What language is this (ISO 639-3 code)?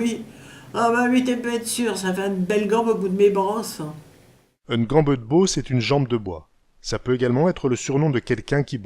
pcd